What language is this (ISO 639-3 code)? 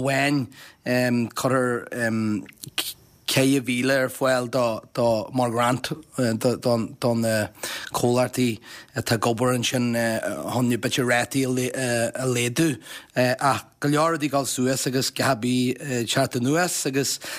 gle